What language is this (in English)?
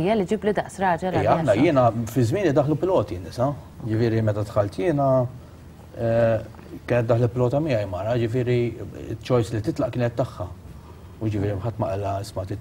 Maltese